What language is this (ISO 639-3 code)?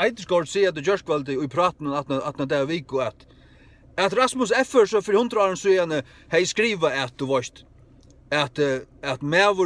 fao